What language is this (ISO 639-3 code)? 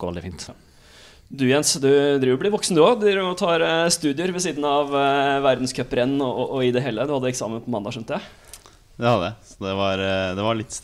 nor